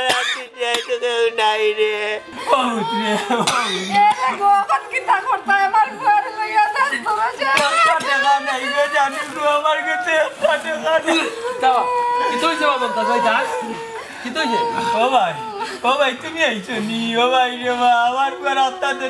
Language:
Sylheti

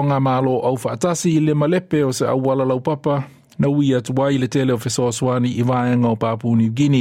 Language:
Samoan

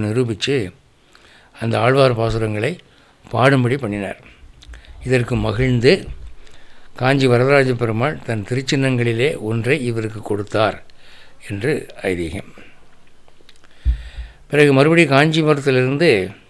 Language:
Tamil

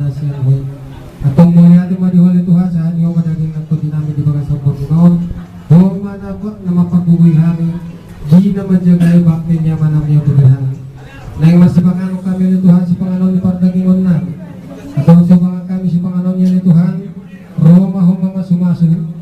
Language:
Batak Toba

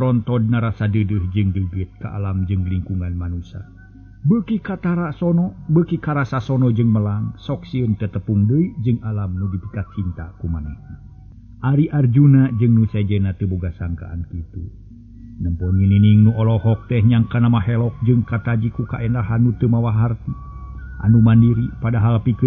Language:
Sundanese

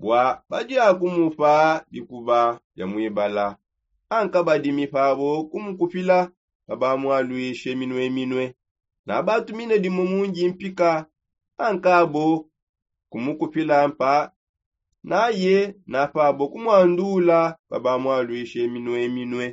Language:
Songe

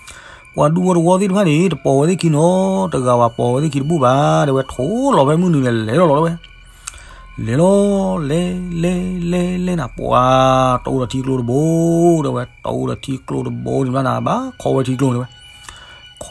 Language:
S'gaw Karen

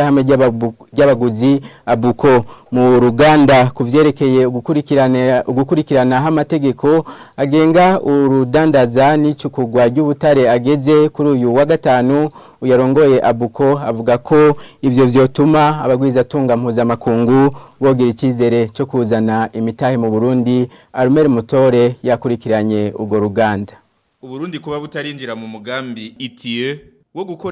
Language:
Rundi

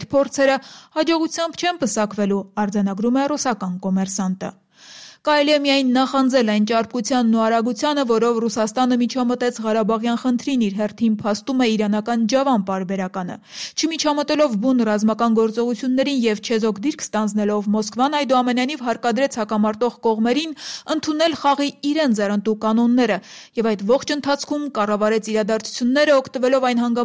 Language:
Armenian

